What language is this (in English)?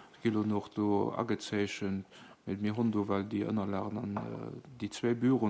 Luxembourgish